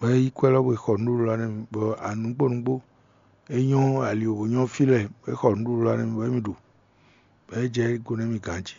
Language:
Fon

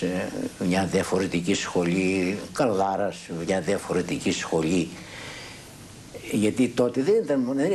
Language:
Greek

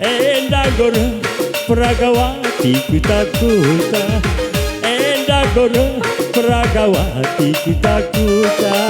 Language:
Batak Karo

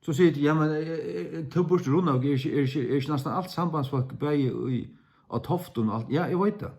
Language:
Faroese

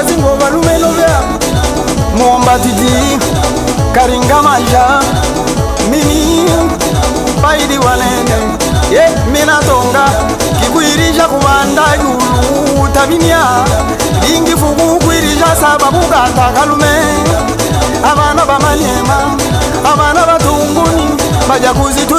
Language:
Swahili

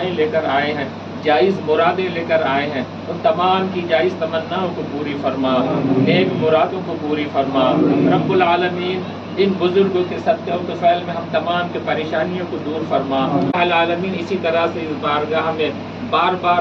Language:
Hindi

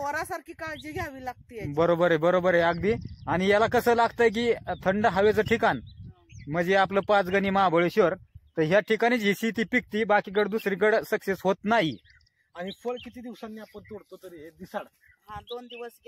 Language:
Marathi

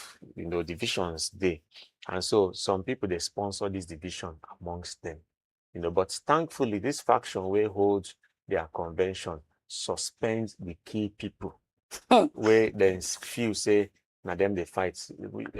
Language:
Nigerian Pidgin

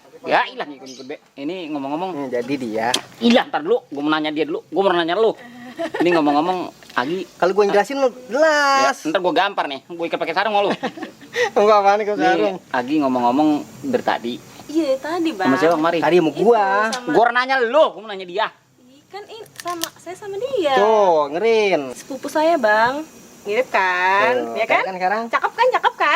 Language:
Betawi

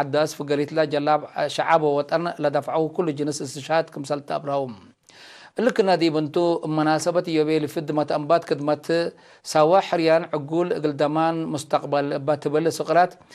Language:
Tigre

